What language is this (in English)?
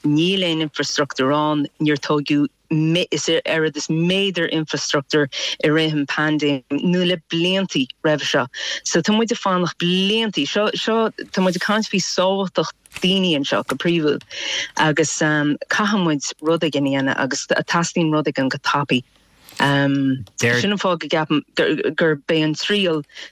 Irish